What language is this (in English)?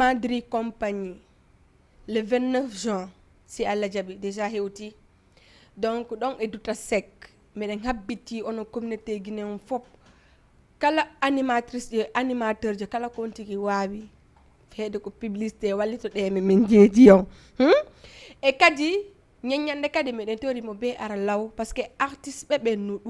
Fula